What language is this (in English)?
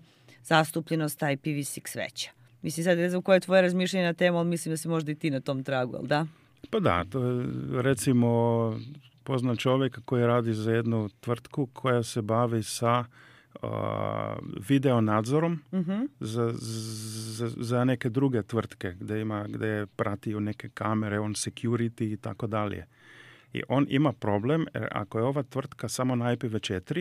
Serbian